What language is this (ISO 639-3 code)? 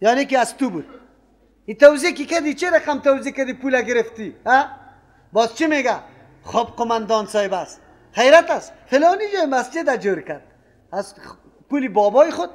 fas